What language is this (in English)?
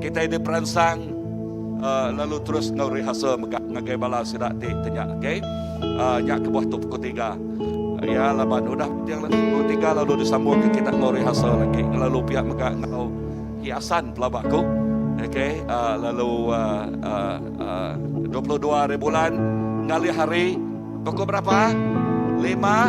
Iban